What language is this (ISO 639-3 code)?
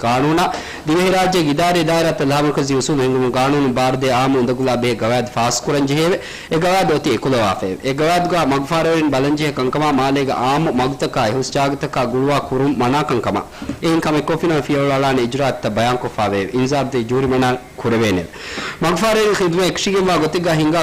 div